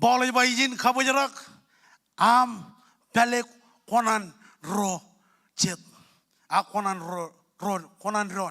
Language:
Marshallese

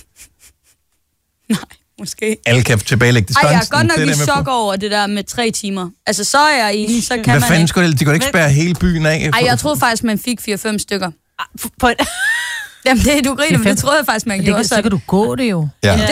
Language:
Danish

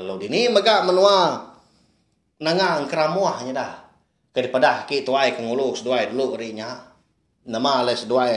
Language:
Iban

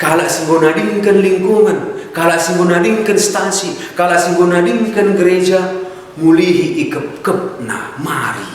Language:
Batak Karo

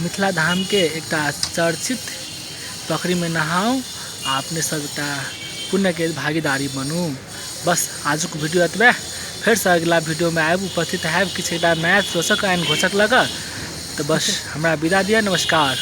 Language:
Maithili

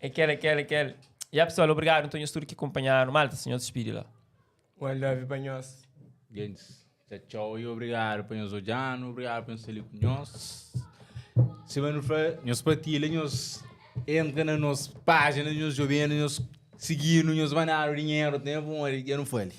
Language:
Kabuverdianu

